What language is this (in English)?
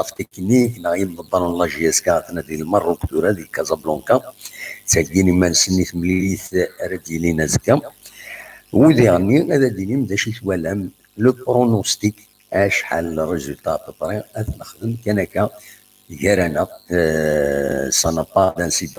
Kabyle